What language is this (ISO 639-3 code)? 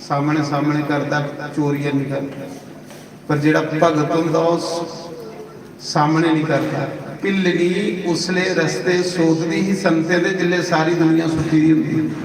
doi